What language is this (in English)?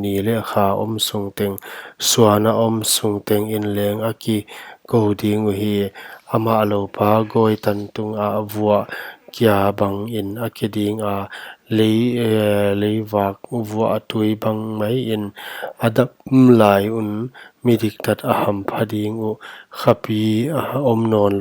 Paite Chin